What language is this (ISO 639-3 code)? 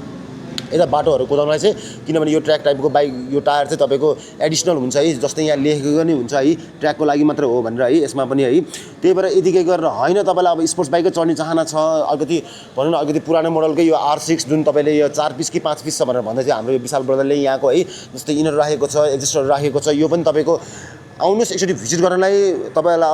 nep